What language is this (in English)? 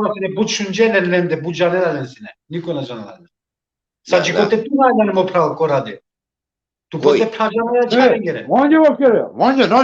Balkan Romani